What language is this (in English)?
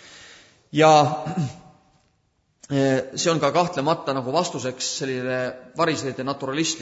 Estonian